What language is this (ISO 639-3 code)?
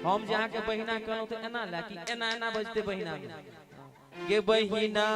mai